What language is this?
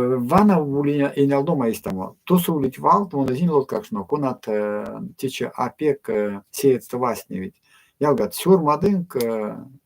Erzya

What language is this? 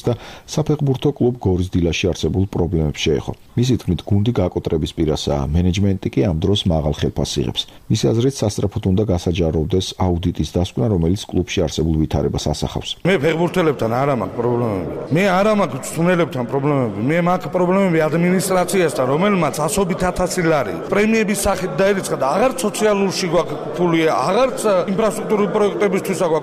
Georgian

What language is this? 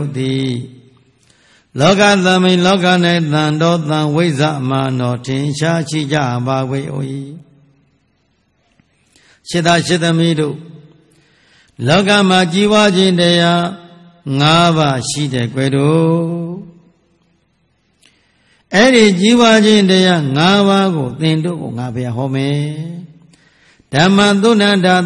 Burmese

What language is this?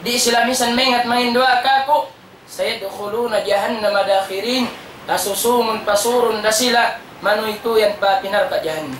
Tausug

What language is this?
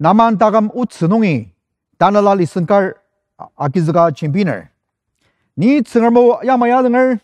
Ao Naga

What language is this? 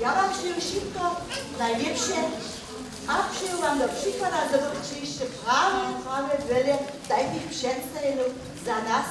Upper Sorbian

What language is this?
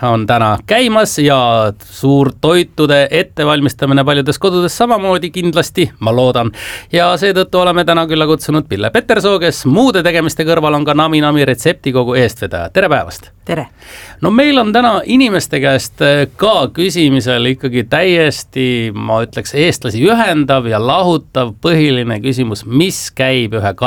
Estonian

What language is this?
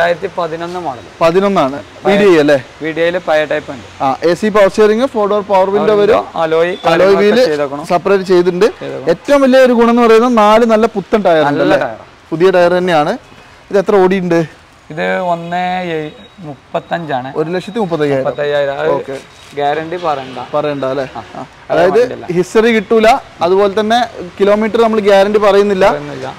Malayalam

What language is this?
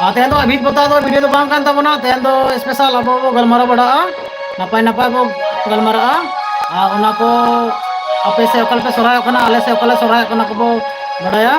Santali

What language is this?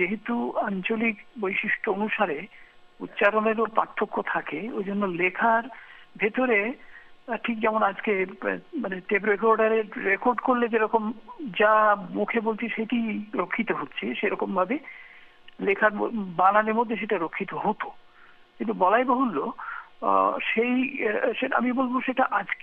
Bangla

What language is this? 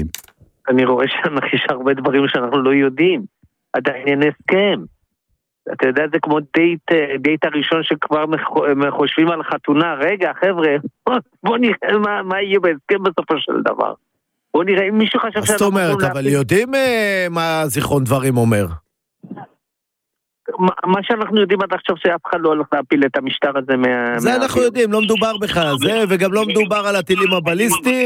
Hebrew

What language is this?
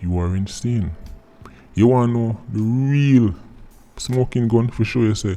Jamaican Creole English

